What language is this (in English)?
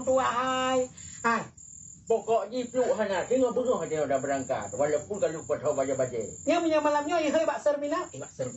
Achinese